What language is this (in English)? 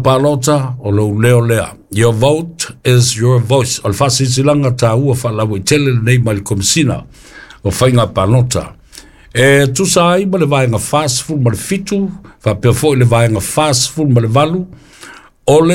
Samoan